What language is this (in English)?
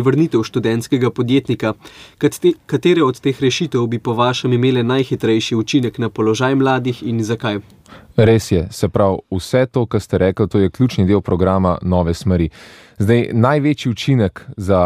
Slovenian